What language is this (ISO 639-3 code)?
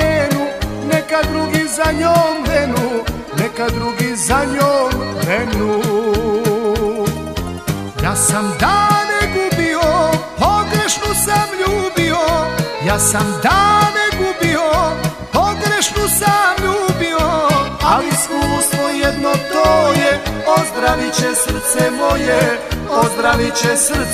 hrv